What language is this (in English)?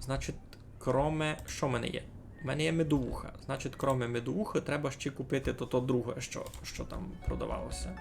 Rusyn